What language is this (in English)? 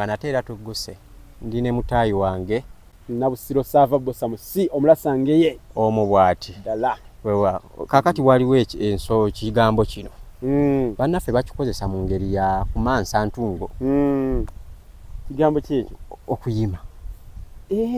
Ganda